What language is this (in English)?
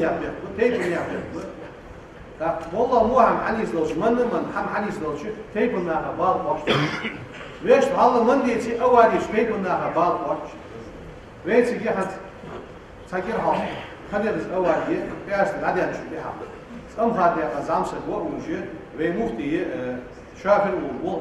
Ingush